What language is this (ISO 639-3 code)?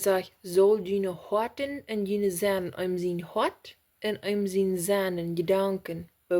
pdt